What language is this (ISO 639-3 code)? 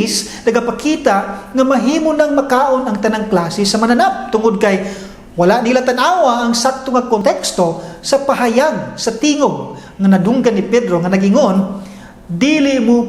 ceb